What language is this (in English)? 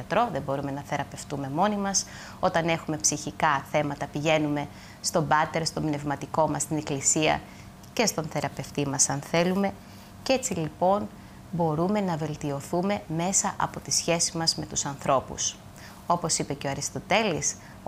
Greek